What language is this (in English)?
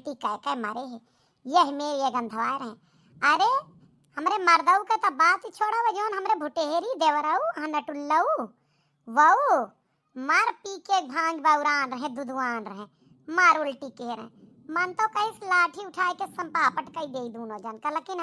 Awadhi